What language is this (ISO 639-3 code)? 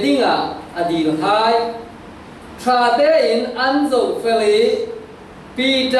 cfm